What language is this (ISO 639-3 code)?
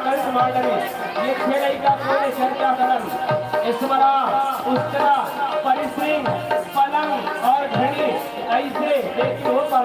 hne